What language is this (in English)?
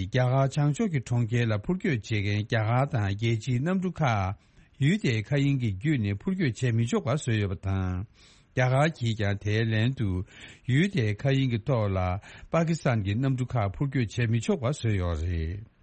Tibetan